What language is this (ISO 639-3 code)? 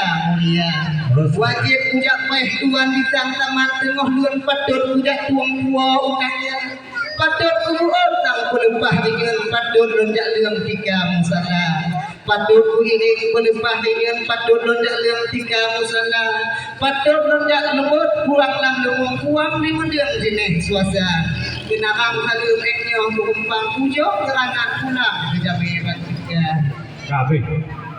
ace